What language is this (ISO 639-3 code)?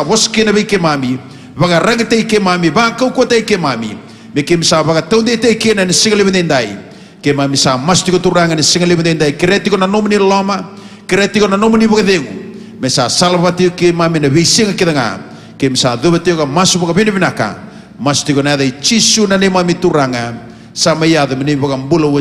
fij